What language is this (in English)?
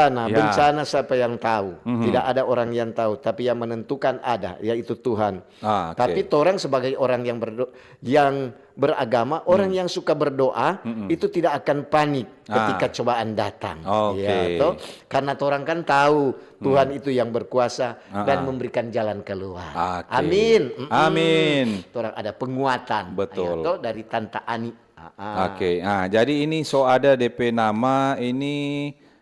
Manado Malay